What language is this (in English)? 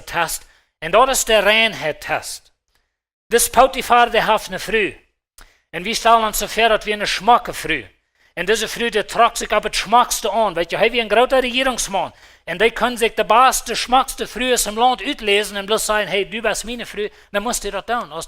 Plautdietsch